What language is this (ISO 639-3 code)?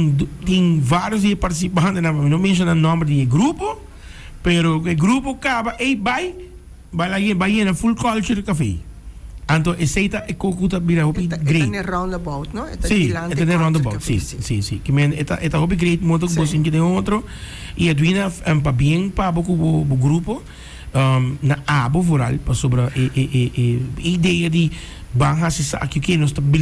pap